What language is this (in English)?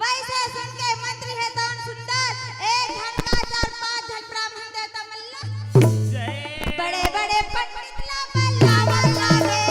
Chhattisgarhi